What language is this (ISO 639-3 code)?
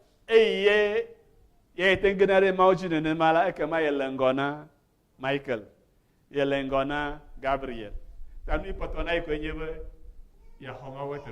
ewe